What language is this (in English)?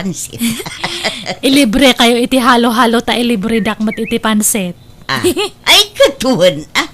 Iloko